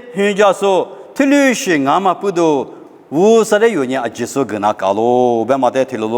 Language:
Lisu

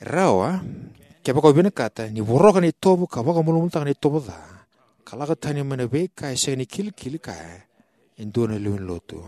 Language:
Fijian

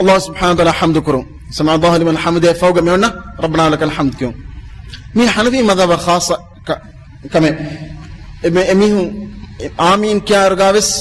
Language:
Divehi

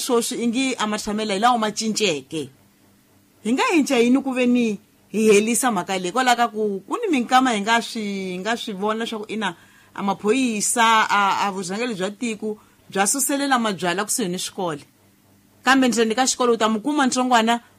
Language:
Tsonga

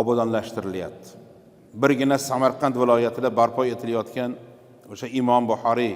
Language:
Uzbek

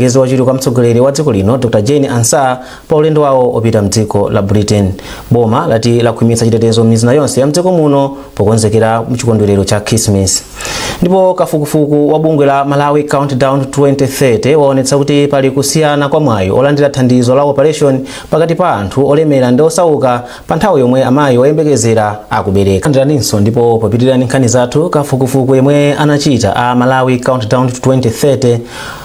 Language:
Nyanja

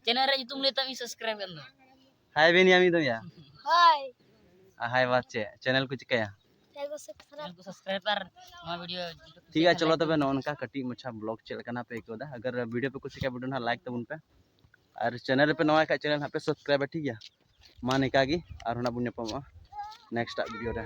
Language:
Santali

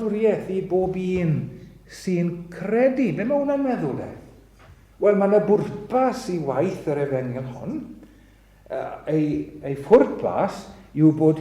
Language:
Welsh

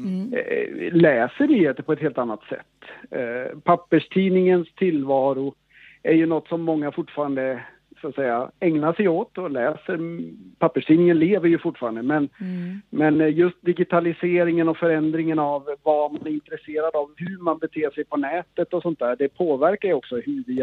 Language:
Swedish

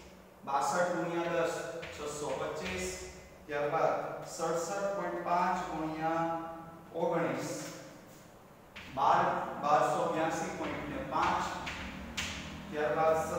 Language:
Gujarati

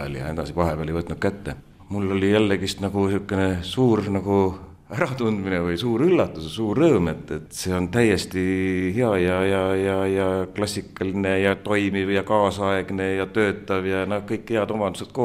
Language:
Estonian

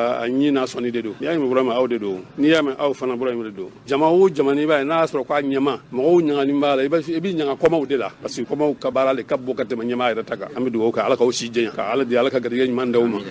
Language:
Bambara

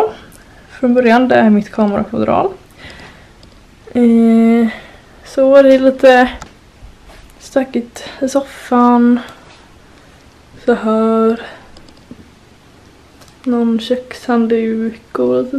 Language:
Swedish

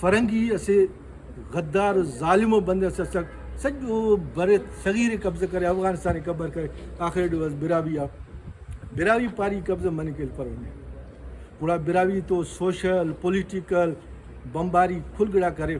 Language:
Brahui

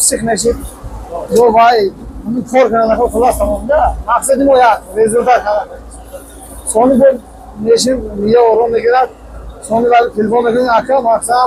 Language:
Tajik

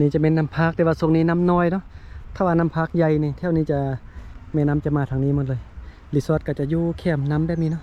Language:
Lao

